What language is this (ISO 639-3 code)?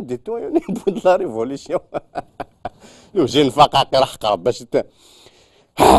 kab